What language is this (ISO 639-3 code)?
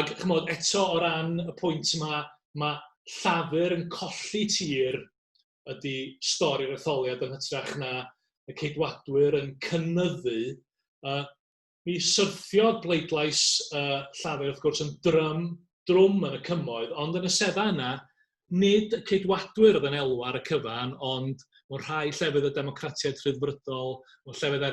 cym